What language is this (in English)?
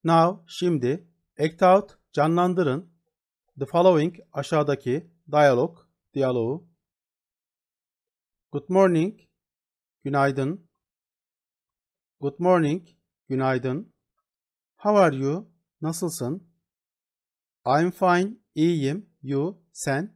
Turkish